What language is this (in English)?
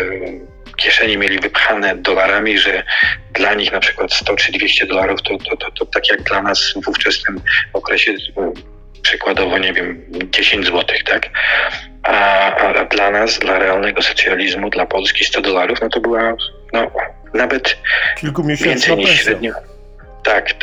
Polish